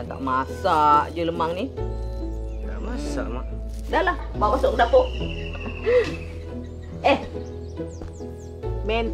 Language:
Malay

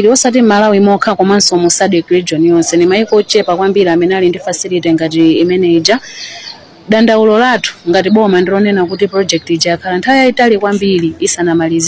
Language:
Nyanja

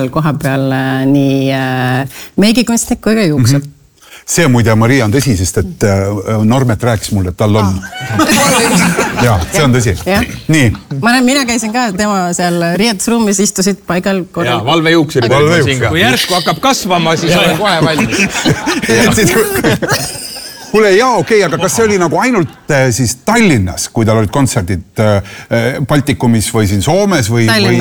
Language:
Estonian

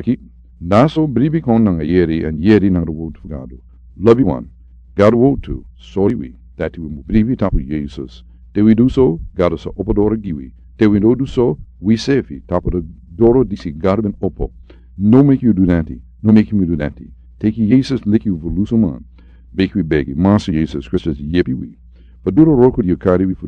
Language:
Sranan Tongo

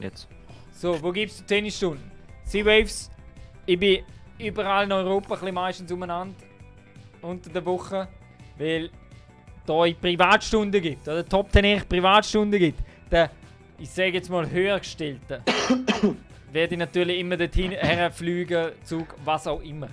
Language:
Swiss German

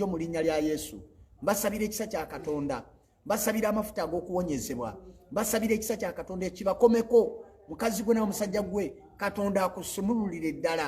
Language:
Ganda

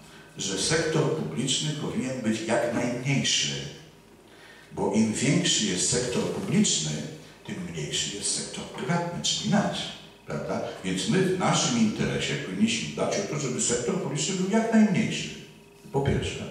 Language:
Polish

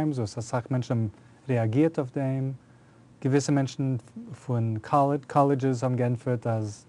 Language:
Yiddish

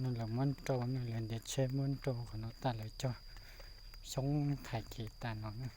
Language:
Hmong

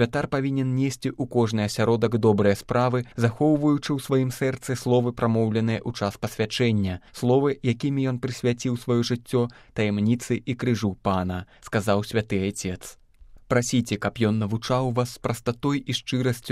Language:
Belarusian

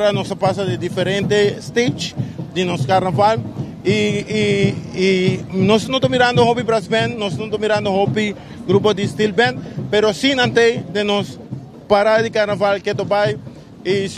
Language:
Papiamento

